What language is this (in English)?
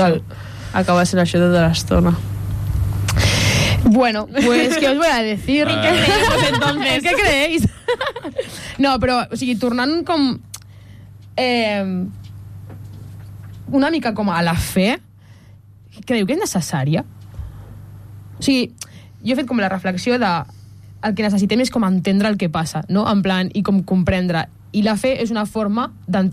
Catalan